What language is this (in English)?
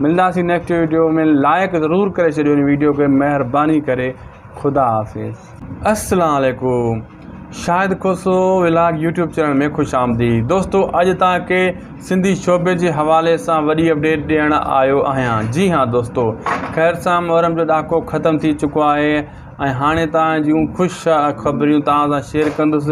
Sindhi